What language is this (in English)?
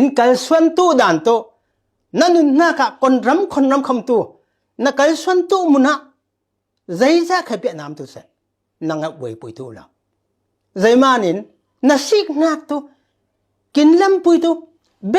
Falam Chin